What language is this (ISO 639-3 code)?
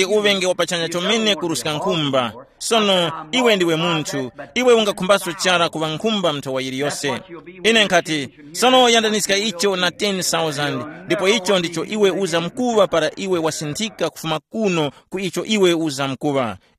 tum